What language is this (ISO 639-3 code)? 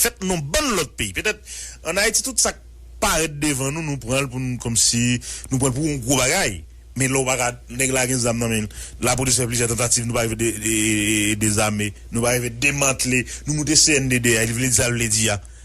hat